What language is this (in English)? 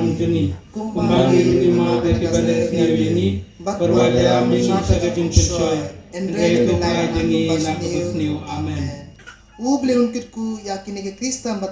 Khasi